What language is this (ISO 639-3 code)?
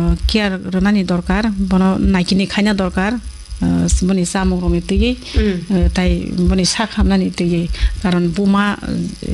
trp